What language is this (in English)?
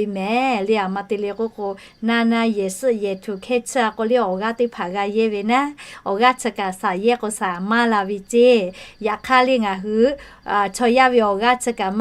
Lahu